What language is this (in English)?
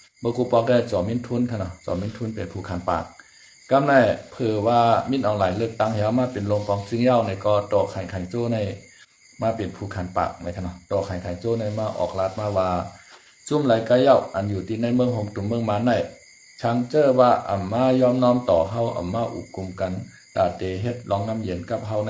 Shan